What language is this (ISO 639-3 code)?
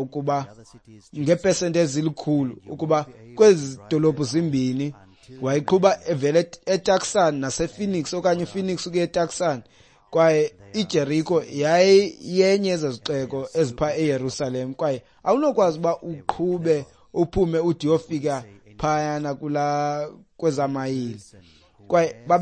xho